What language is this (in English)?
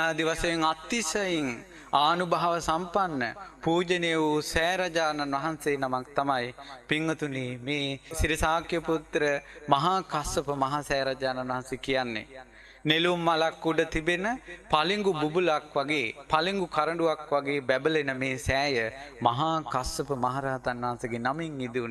Sinhala